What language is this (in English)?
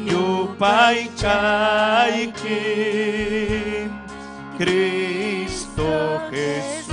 Ayacucho Quechua